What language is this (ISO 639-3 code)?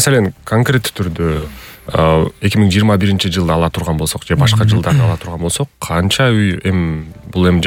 kir